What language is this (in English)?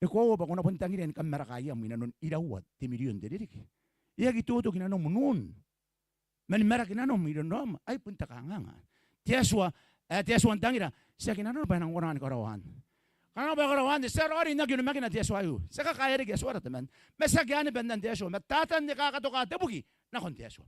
Gilbertese